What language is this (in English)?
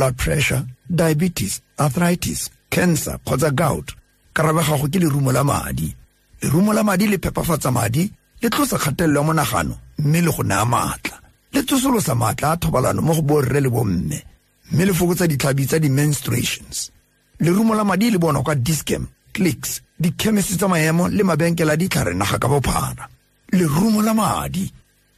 Tswana